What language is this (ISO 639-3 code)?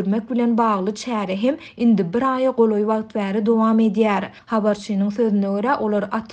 tuk